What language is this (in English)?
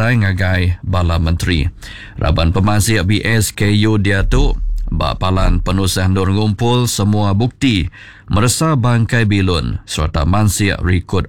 Iban